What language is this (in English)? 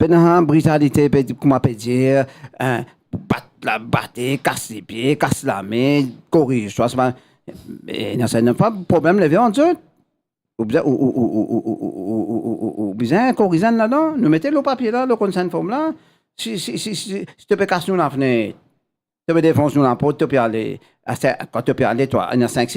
Morisyen